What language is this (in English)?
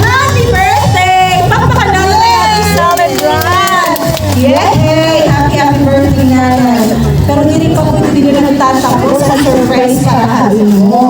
Waray